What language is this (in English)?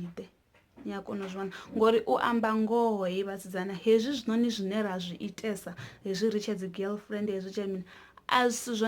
Venda